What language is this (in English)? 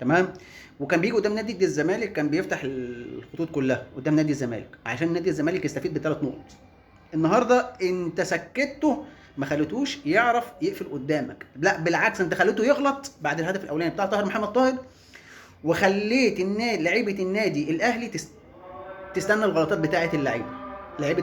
Egyptian Arabic